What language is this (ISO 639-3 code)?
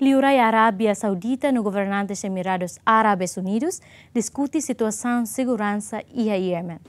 tet